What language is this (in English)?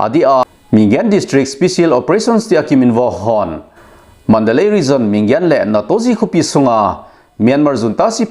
Thado Chin